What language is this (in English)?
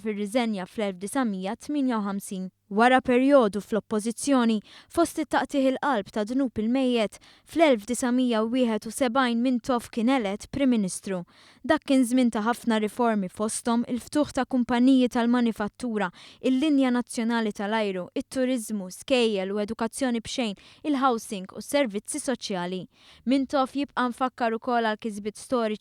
Maltese